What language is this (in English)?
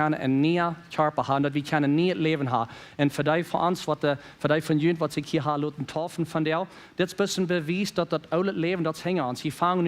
Plautdietsch